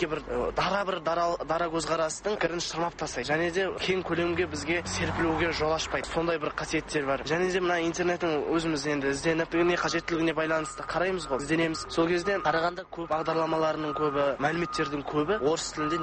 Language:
Kazakh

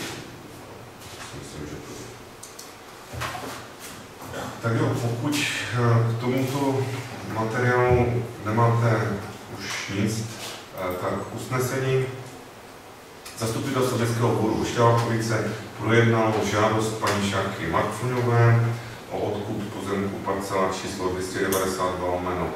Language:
Czech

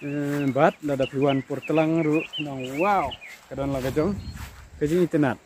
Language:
Khasi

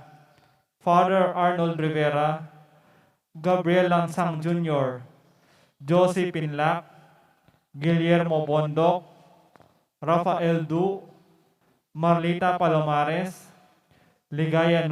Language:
Pampanga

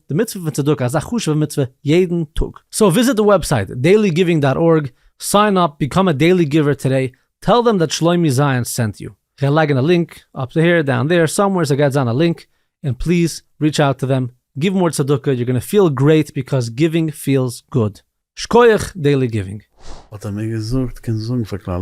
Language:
Yiddish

